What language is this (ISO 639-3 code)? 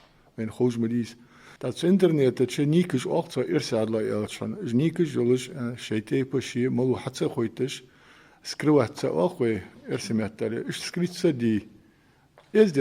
inh